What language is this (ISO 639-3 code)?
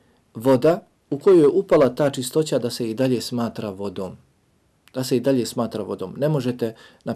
bos